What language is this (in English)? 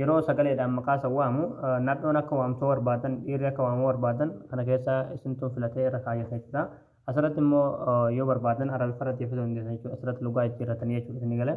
Oromo